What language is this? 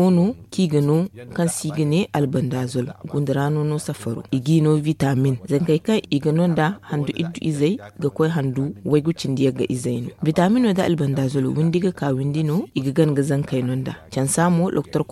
Zarma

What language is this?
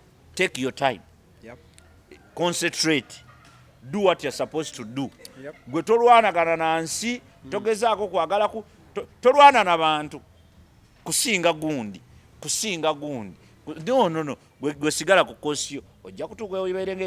Ganda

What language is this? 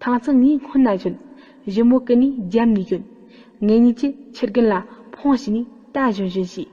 Tibetan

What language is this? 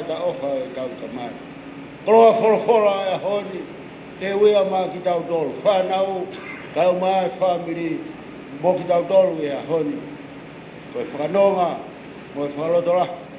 Tongan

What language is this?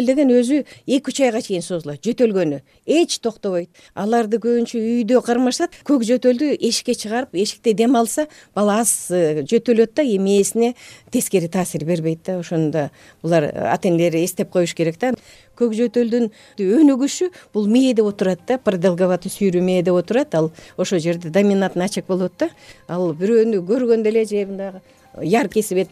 Kyrgyz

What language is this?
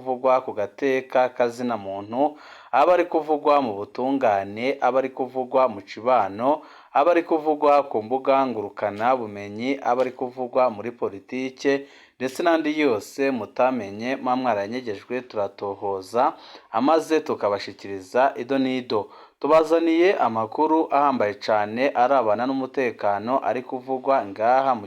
Rundi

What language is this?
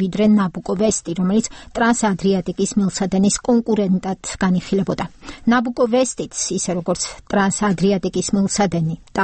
Georgian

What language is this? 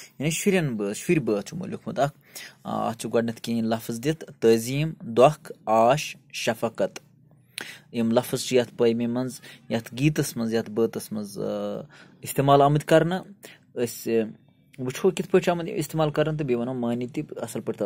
Kashmiri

